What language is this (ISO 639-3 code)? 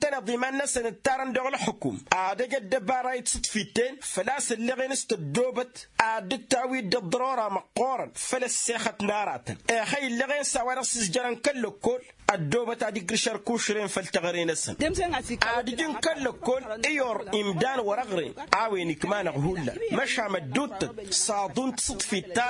taq